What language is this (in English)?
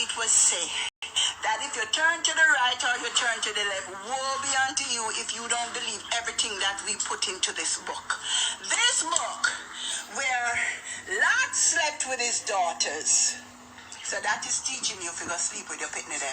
Jamaican Creole English